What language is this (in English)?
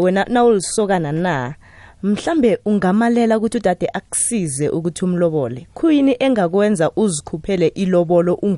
South Ndebele